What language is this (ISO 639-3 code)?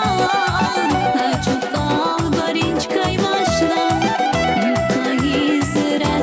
tab